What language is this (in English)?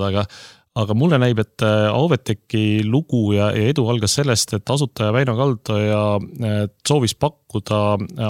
Estonian